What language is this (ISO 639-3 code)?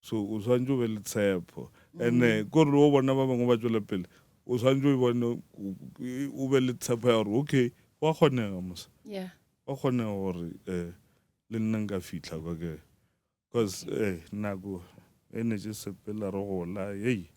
nso